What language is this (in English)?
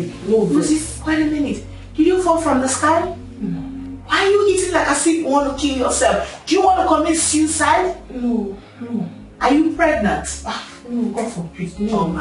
Nigerian Pidgin